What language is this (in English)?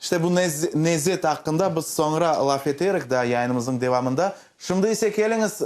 Crimean Tatar